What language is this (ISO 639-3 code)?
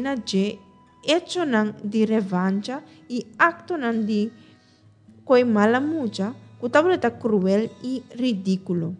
pap